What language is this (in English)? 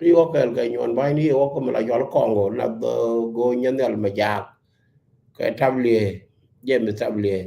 Nuer